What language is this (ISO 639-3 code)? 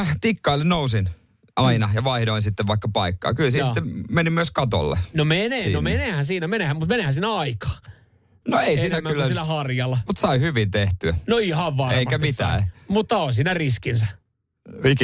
fin